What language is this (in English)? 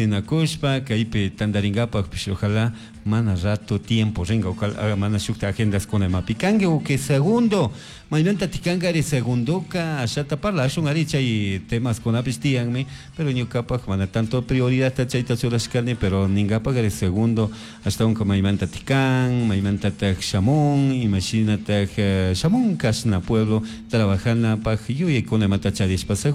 Chimborazo Highland Quichua